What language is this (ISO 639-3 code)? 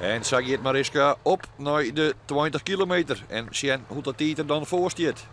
fry